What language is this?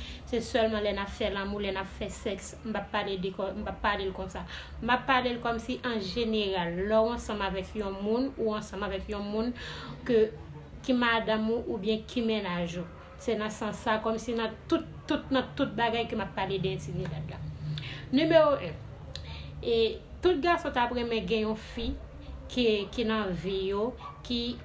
Haitian Creole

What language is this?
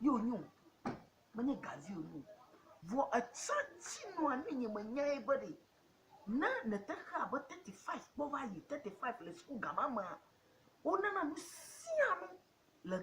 Ewe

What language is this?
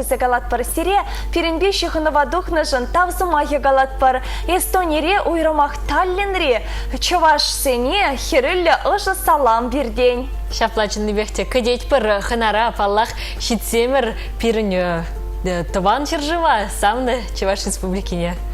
Chuvash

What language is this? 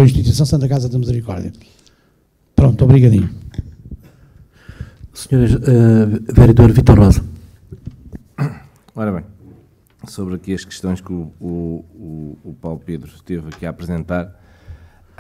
Portuguese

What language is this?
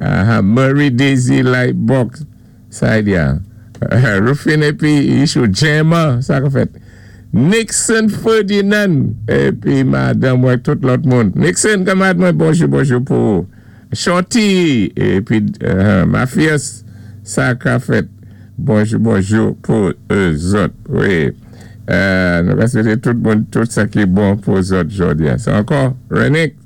Saint Lucian Creole French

